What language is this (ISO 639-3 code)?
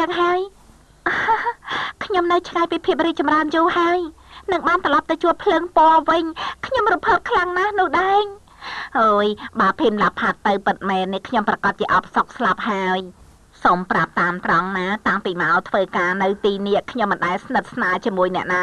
khm